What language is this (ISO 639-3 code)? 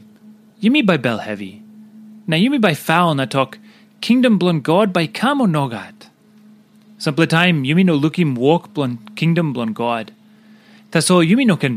tpi